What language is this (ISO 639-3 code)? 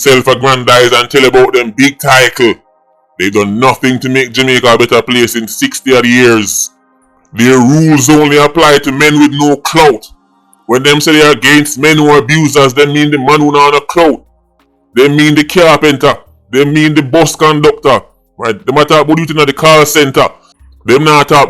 jam